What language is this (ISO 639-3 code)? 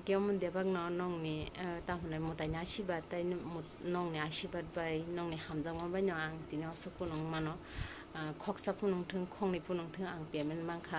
trp